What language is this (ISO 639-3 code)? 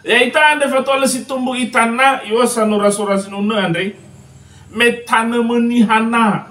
nia